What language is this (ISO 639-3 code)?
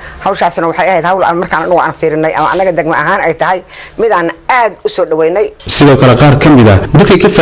som